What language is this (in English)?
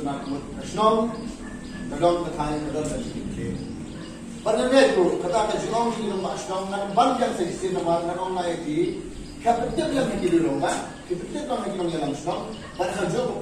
Khasi